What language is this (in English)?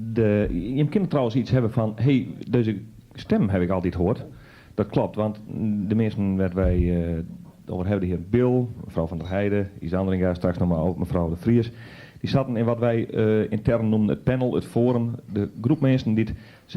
Western Frisian